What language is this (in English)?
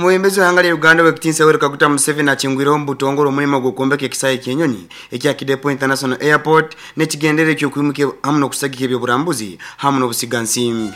Nyoro